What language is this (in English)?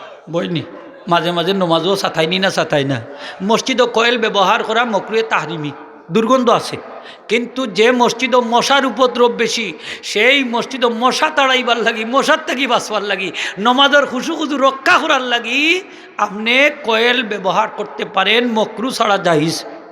Sylheti